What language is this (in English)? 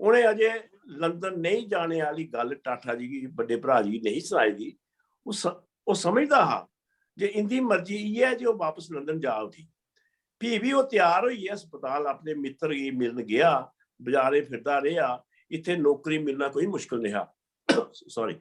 Dogri